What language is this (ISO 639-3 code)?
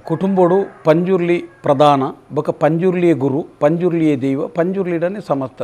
tcy